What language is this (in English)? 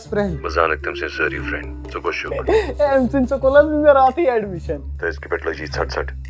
Kashmiri